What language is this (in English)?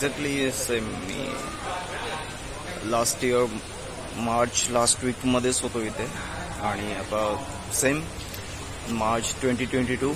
Marathi